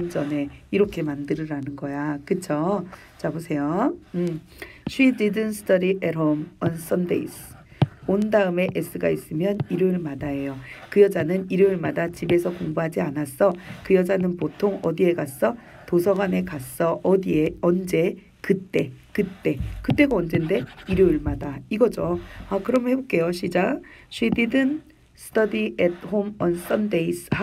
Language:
Korean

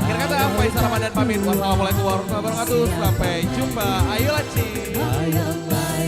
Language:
Musi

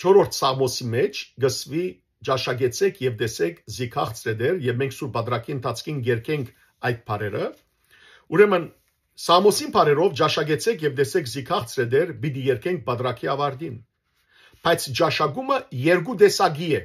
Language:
Western Armenian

